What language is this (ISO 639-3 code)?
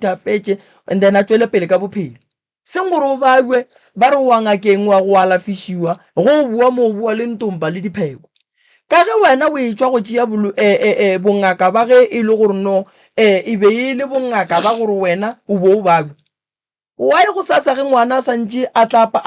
nso